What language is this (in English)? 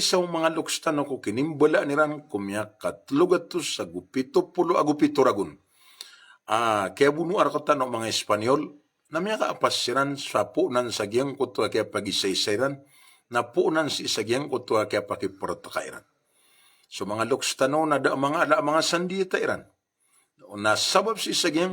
Maranao